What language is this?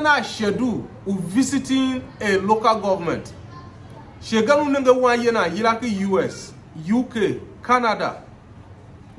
Tiv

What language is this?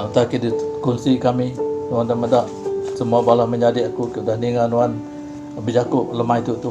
Iban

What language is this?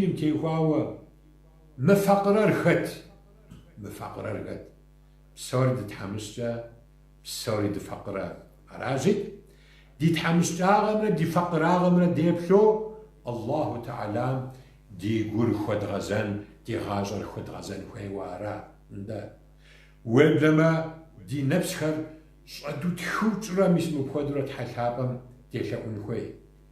Kabardian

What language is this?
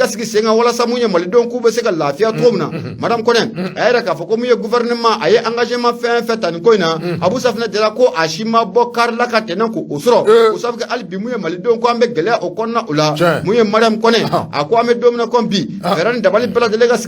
Bambara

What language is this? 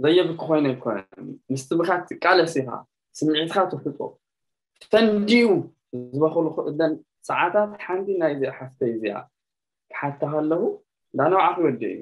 Tigrinya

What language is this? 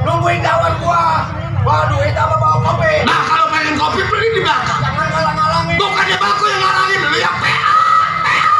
Betawi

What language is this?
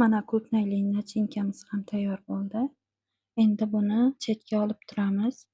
Uzbek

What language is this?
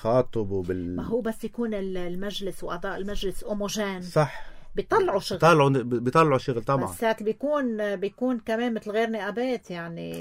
North Levantine Arabic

